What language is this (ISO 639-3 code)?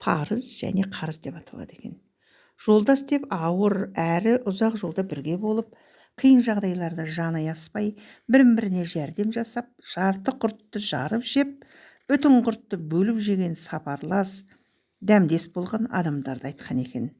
kaz